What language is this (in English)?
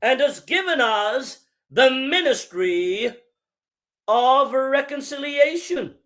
English